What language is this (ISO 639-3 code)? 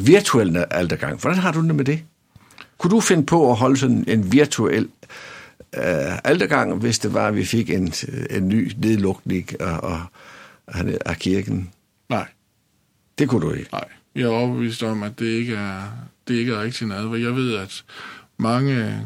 dan